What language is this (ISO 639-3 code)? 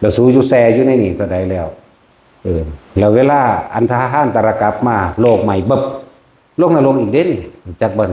lao